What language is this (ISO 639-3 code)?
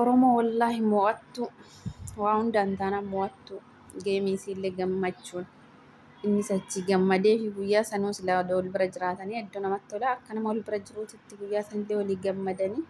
orm